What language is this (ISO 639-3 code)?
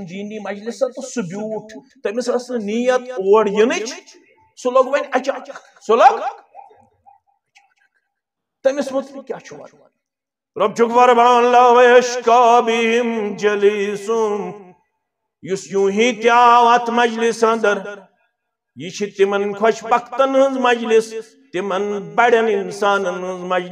kas